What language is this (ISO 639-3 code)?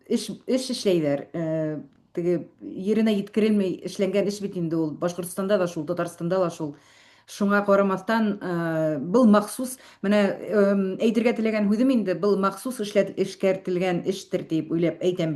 bak